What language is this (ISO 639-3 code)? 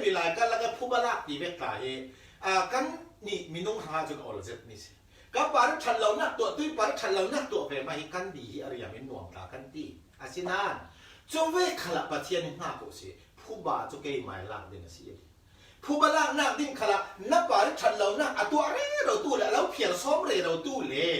cfm